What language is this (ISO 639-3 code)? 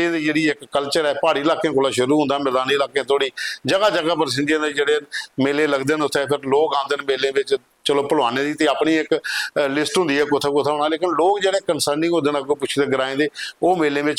doi